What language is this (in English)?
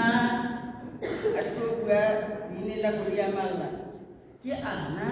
Tswana